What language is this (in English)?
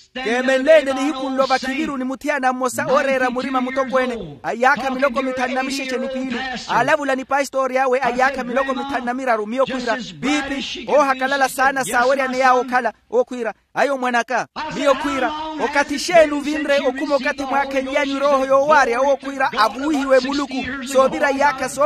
Makhuwa